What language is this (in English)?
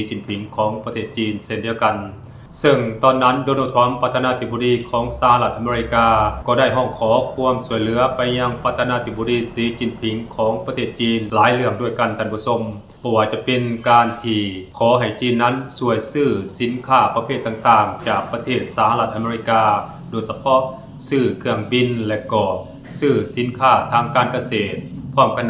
Lao